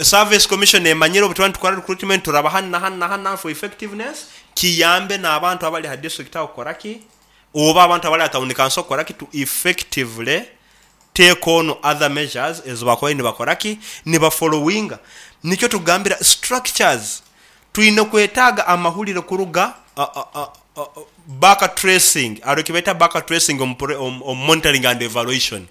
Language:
Nyoro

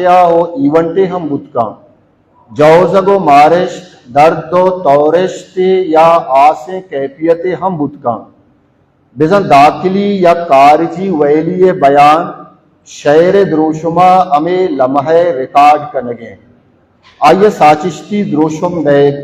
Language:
Baluchi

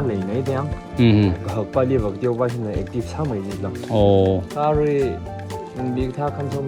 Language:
Tangkhul Naga (India)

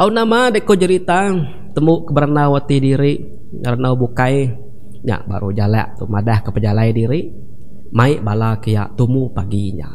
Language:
Iban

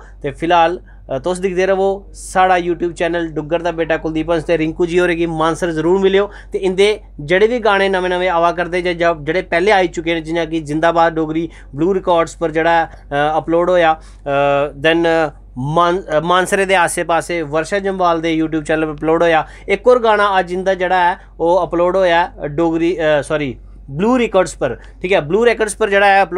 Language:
Dogri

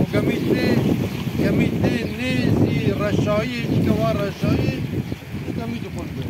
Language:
Kurdish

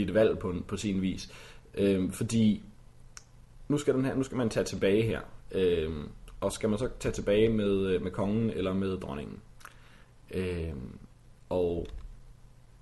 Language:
Danish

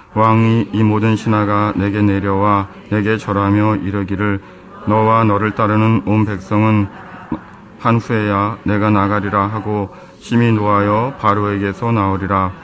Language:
Korean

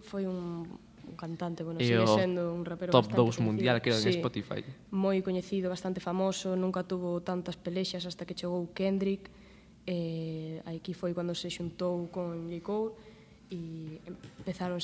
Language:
Galician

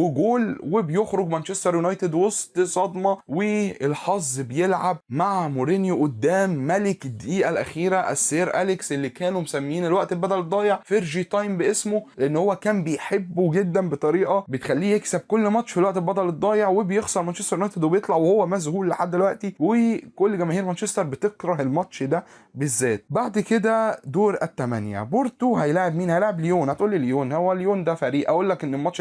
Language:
Egyptian Arabic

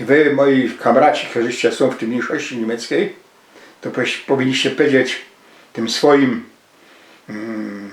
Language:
Silesian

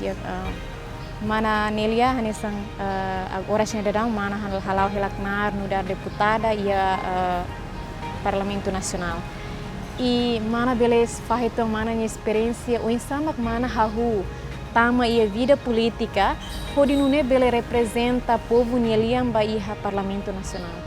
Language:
Tetum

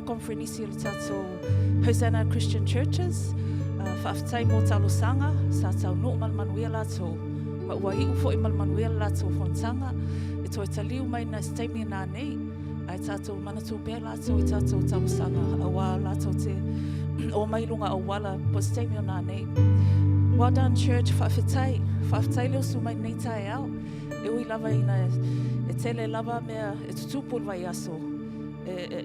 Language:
Samoan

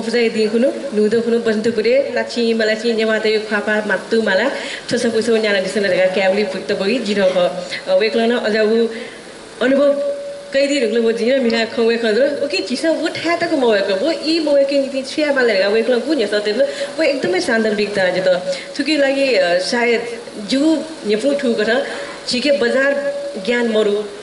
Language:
Newari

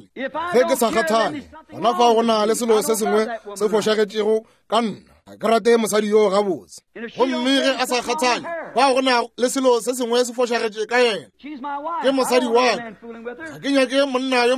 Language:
Northern Sotho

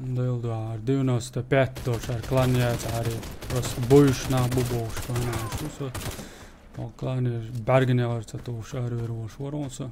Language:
Chechen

